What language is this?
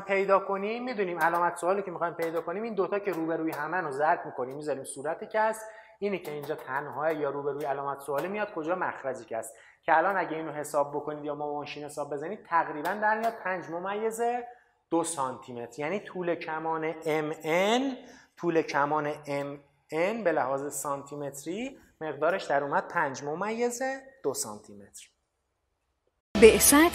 Persian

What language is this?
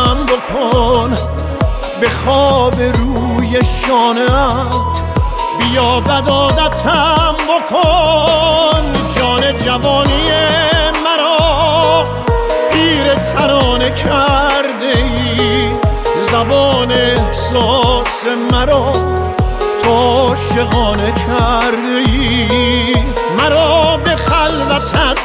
Persian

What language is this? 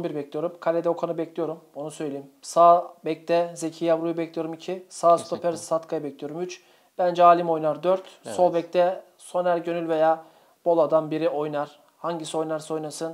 Turkish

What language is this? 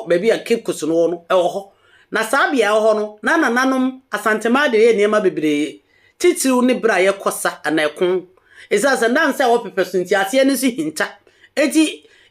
Akan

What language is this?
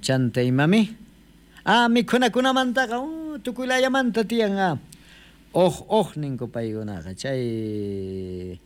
South Bolivian Quechua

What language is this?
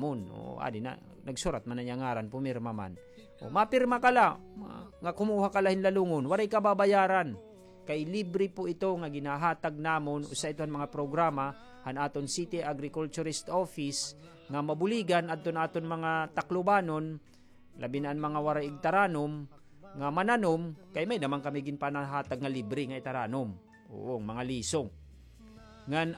Waray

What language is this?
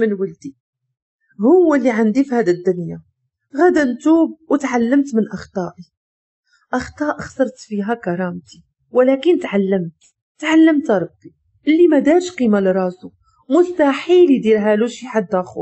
Moroccan Arabic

